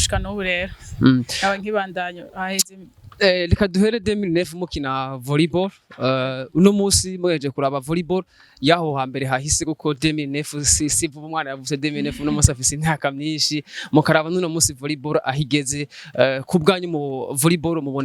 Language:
Rundi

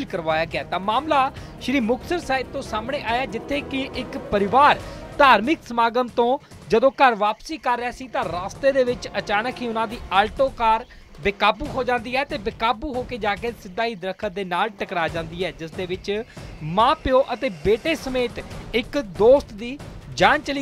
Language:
Punjabi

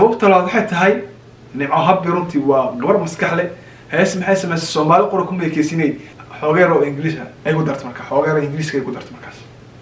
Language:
Somali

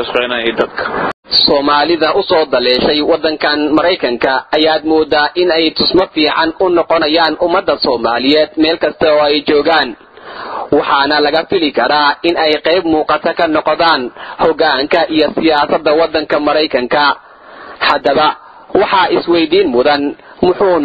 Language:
Somali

